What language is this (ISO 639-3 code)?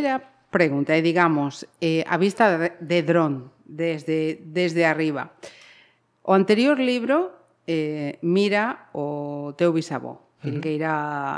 glg